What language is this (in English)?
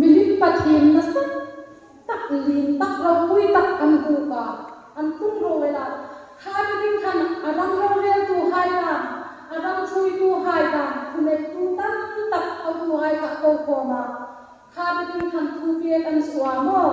Hmar